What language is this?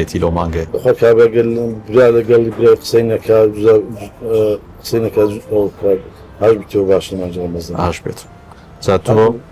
Central Kurdish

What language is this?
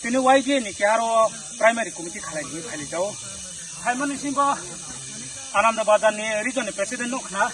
Riang (India)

